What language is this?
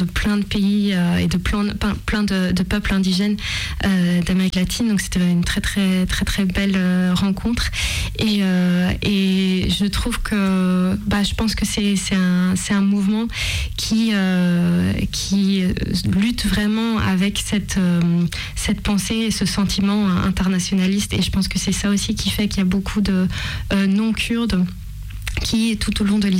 French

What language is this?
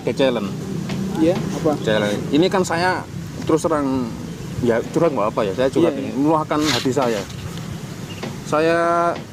Indonesian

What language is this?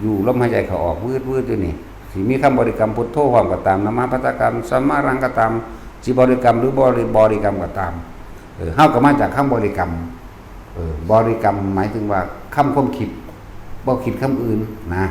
Northeastern Thai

